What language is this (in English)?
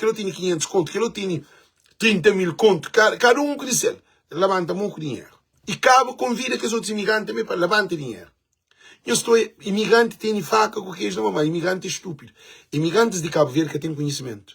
Kabuverdianu